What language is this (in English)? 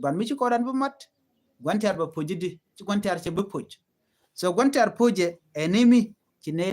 Nuer